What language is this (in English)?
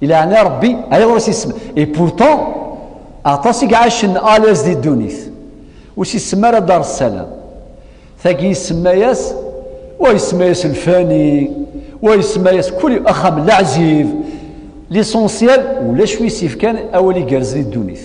Kabyle